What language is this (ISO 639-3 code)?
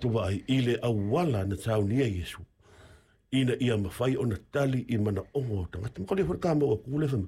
smo